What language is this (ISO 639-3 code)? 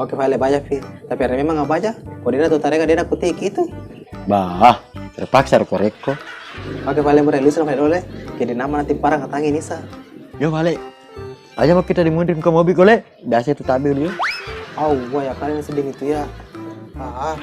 bug